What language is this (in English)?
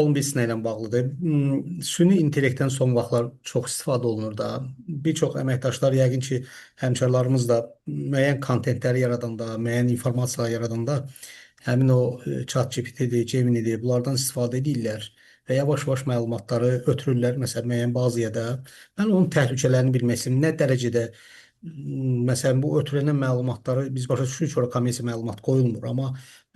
Azerbaijani